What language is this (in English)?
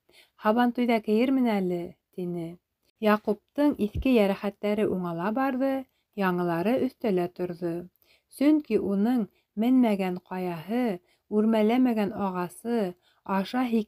Bashkir